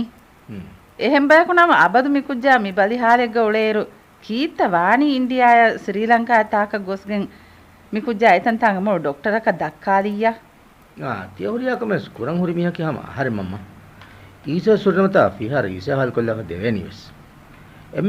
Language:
Divehi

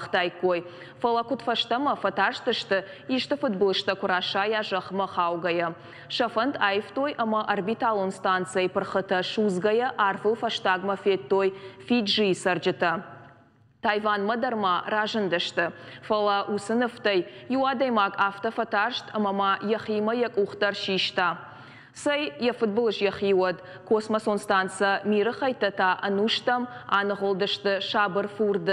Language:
Ossetic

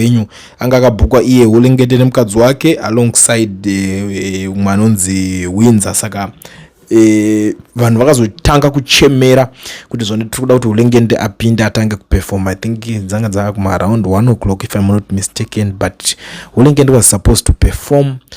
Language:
Shona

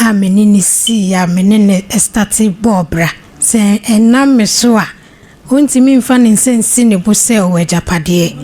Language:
Akan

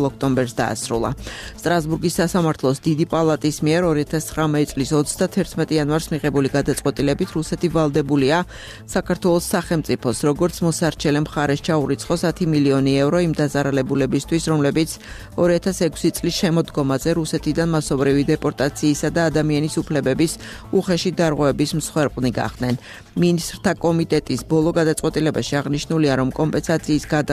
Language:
Georgian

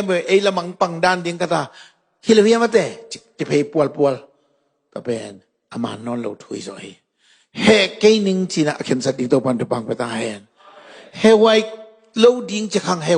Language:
Tedim Chin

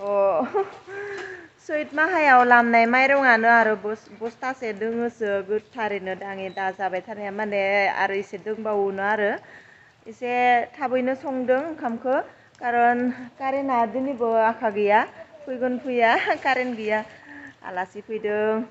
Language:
Bodo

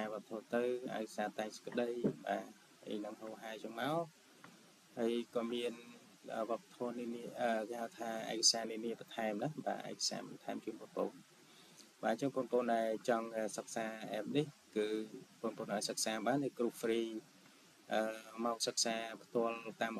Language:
Khmer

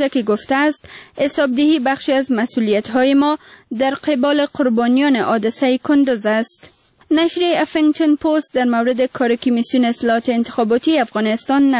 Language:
Persian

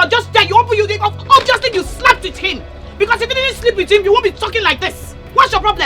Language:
Nigerian Pidgin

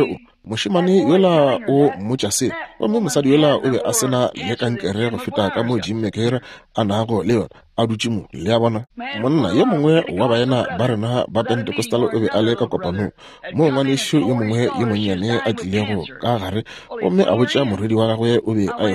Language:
Northern Sotho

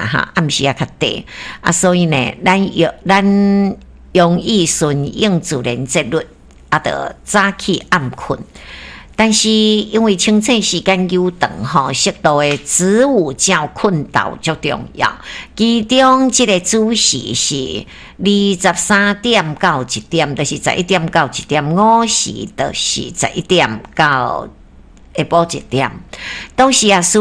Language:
Min Nan Chinese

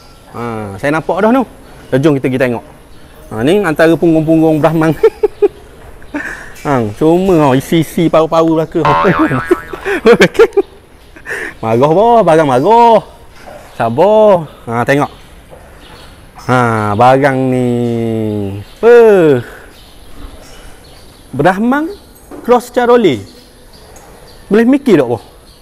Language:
Malay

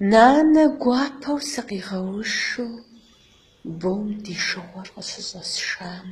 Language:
Kabardian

